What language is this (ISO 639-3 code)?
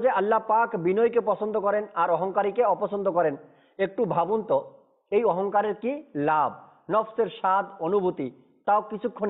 ben